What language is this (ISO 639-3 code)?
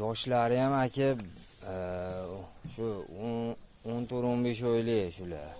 uzb